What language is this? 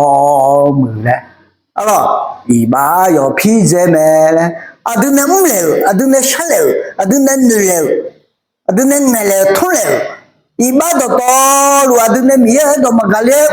Akha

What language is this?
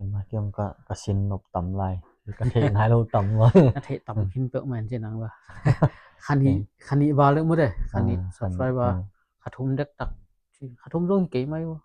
Tedim Chin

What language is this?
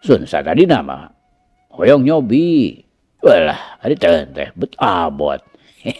Sundanese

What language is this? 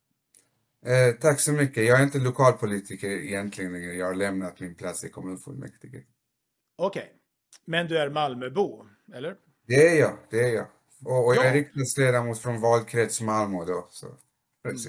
Swedish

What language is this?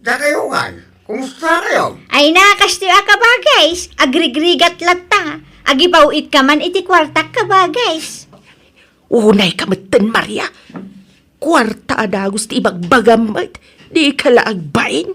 Iloko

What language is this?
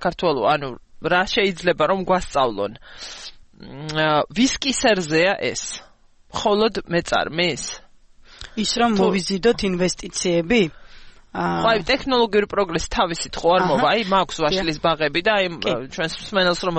Georgian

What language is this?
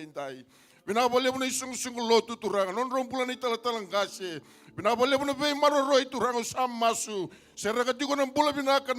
Fijian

